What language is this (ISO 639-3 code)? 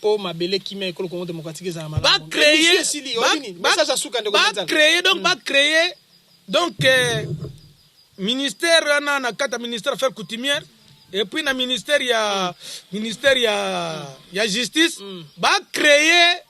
lin